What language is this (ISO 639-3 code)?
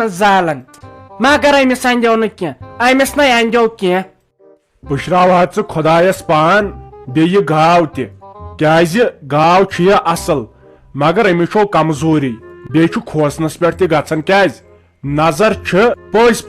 kas